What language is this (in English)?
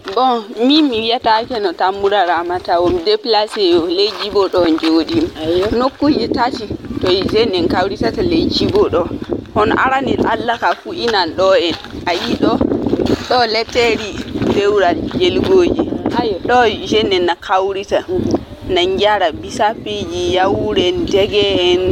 Fula